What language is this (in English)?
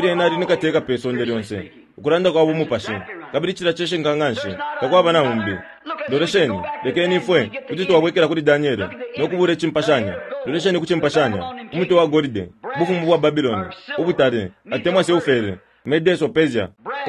Bemba